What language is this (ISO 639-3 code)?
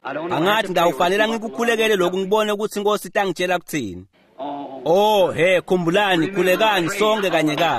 ssw